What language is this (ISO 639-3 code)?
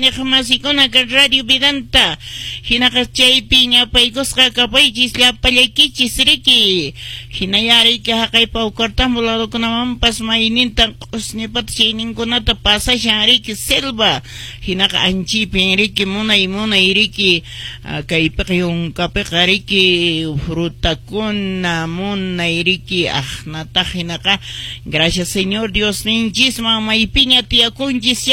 que